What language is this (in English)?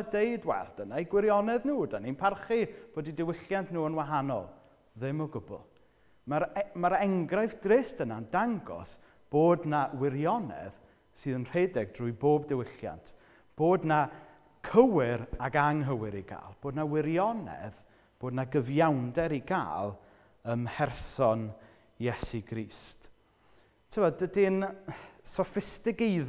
Welsh